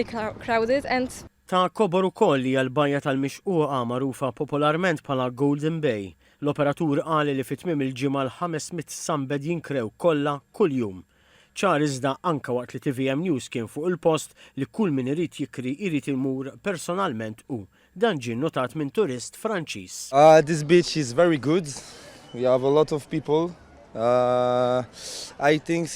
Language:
Maltese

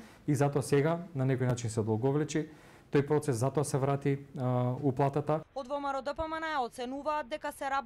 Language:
Macedonian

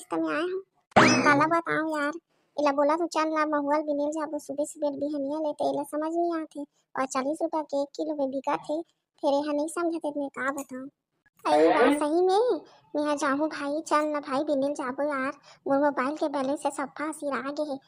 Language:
Chhattisgarhi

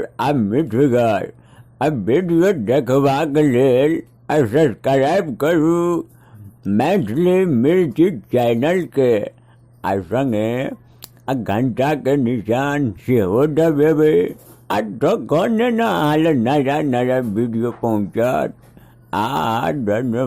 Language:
Maithili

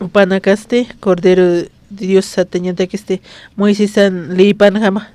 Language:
Aymara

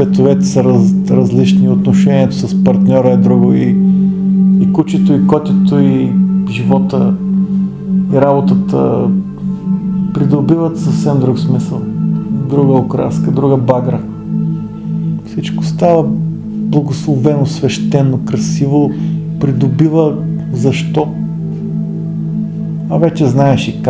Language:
Bulgarian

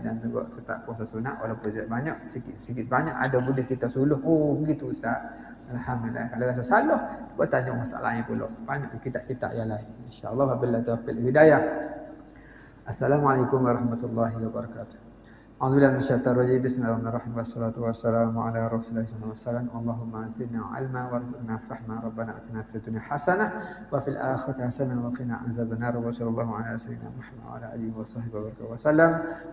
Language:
Malay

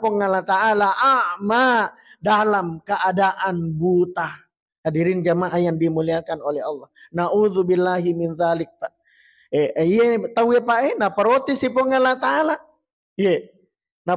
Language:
Buginese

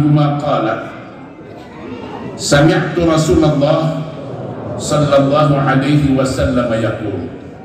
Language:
Sundanese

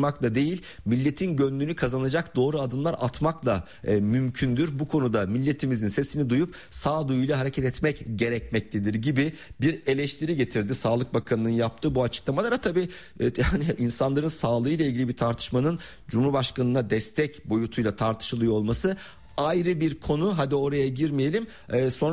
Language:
Turkish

